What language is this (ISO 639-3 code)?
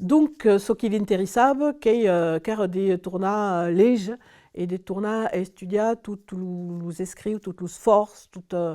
oci